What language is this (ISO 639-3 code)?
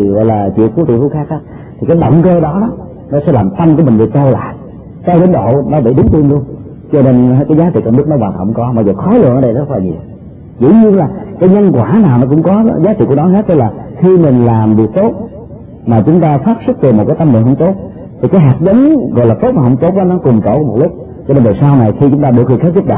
vie